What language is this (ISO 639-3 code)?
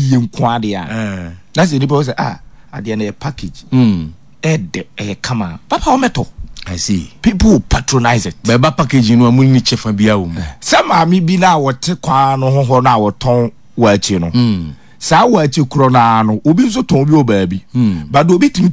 aka